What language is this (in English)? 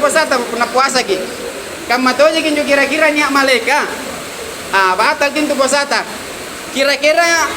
Makasar